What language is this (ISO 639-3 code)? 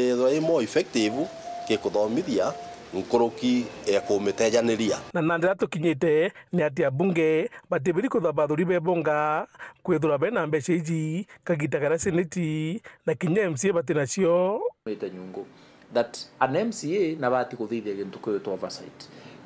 mer